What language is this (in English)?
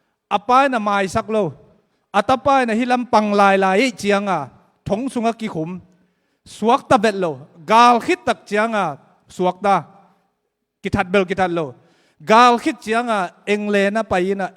Tedim Chin